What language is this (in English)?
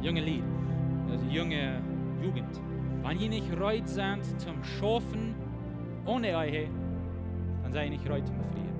Plautdietsch